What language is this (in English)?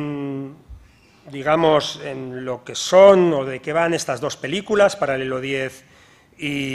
Spanish